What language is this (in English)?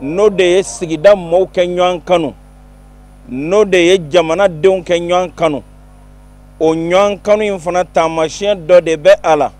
Bambara